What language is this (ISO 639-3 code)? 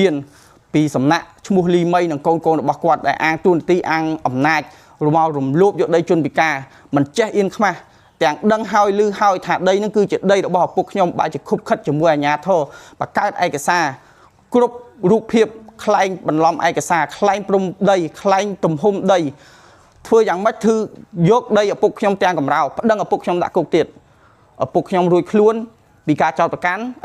khm